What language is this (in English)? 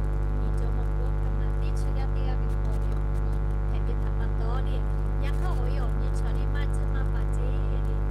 Lahu